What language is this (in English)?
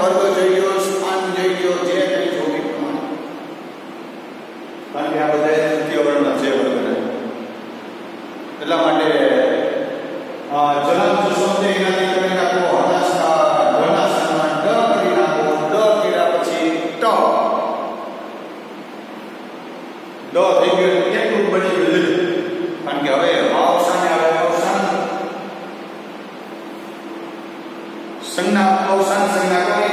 Gujarati